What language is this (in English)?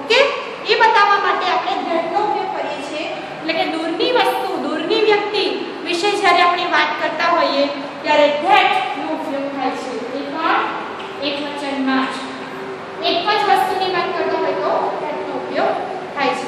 Gujarati